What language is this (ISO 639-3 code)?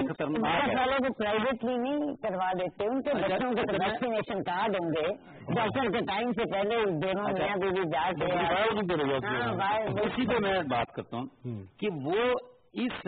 urd